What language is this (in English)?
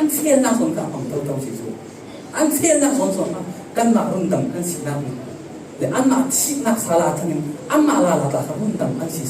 Falam Chin